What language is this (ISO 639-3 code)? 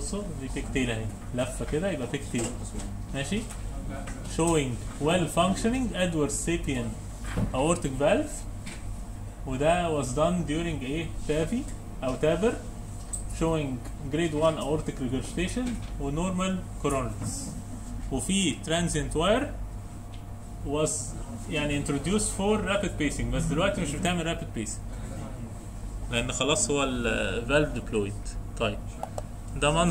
arz